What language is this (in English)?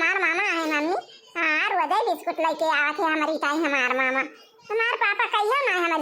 Awadhi